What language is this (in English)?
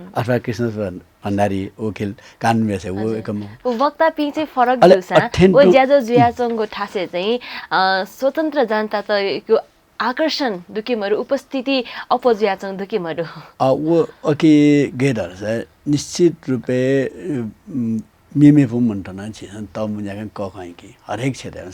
Newari